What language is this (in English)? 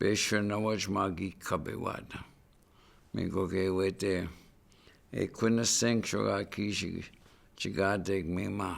Chippewa